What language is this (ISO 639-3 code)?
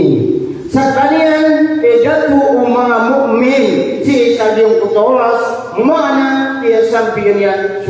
mrw